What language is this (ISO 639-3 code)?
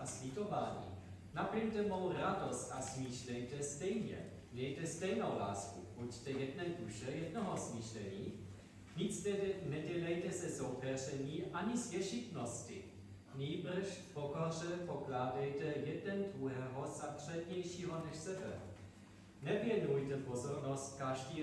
ces